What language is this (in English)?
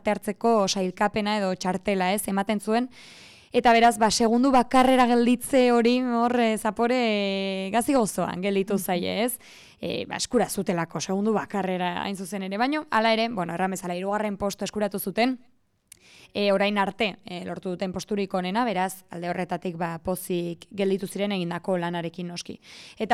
Basque